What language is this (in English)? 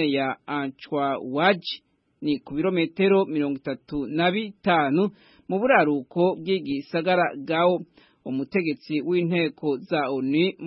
Rundi